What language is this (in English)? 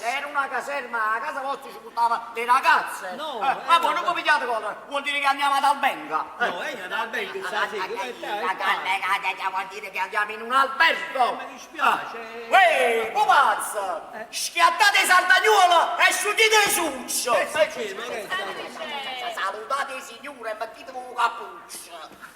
Neapolitan